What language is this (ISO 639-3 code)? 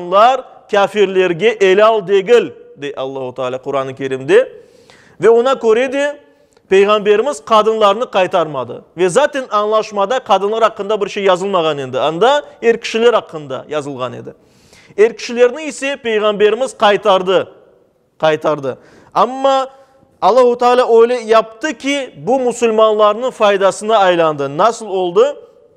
crh